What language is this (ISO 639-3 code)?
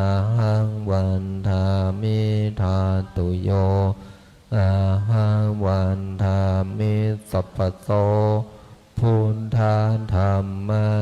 pli